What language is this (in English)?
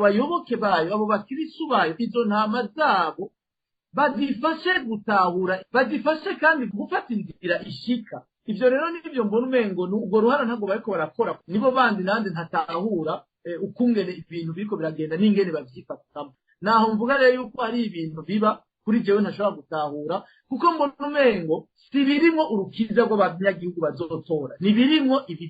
Rundi